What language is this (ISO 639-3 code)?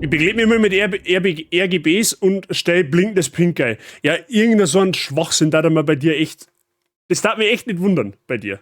bar